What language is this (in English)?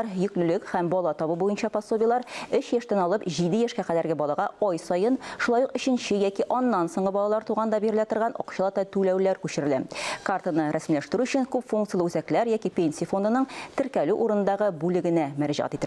Tatar